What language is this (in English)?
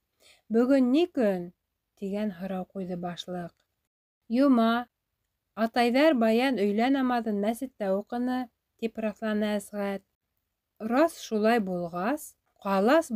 Bashkir